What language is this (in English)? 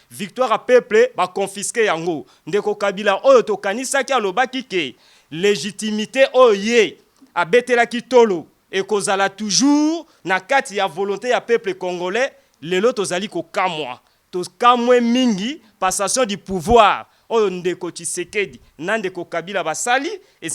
Lingala